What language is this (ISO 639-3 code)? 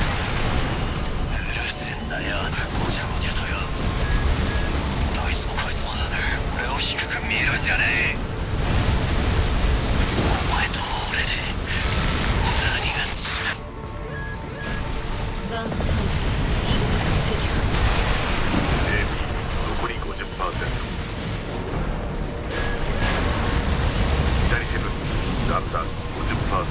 jpn